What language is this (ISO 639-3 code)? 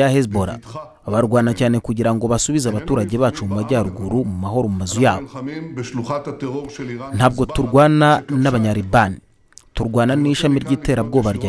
kin